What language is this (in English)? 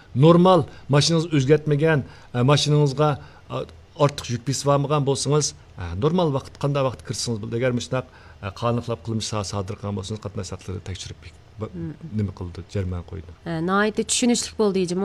Uyghur